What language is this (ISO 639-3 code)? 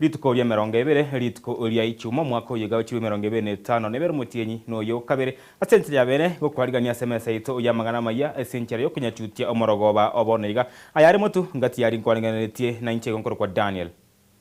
guz